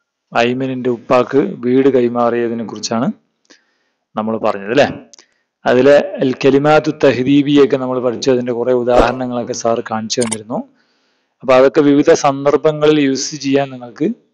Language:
Malayalam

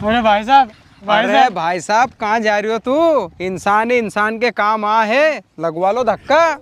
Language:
Rajasthani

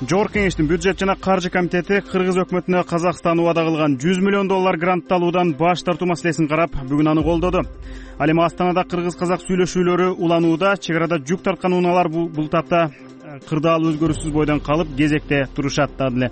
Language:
Kyrgyz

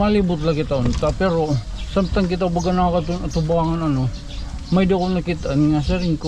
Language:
Waray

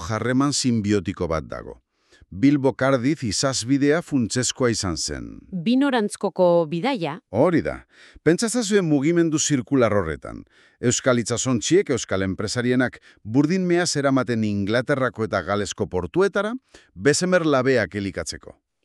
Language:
Basque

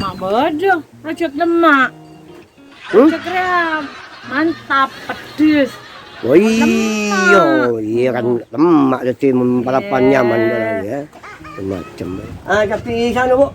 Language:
Madurese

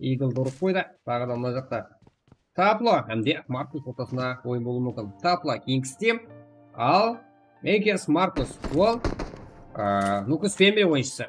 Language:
Kara-Kalpak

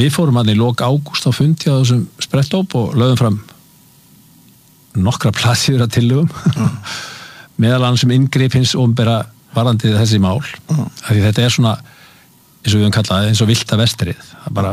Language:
Icelandic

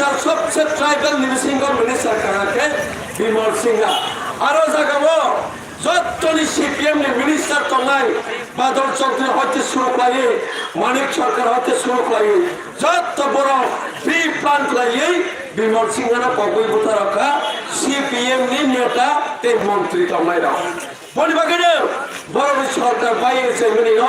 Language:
Kok Borok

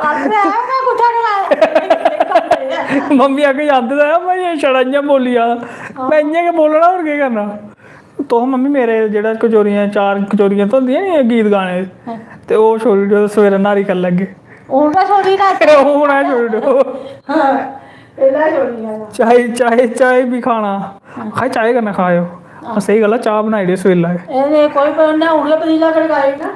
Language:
Dogri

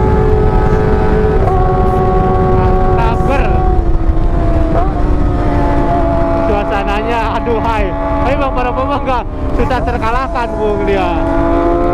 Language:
Indonesian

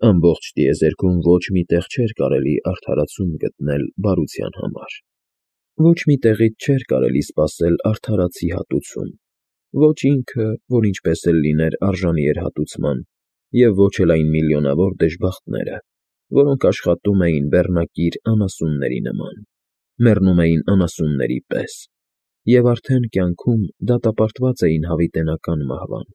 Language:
Armenian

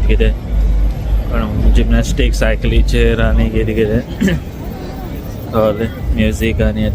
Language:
Konkani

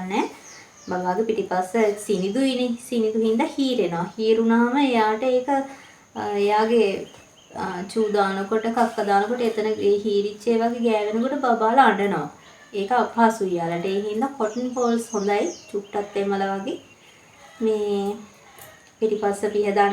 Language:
Sinhala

